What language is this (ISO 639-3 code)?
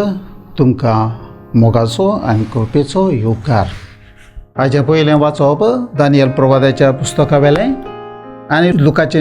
kok